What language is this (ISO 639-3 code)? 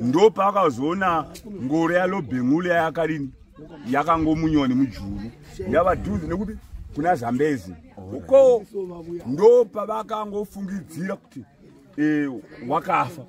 sna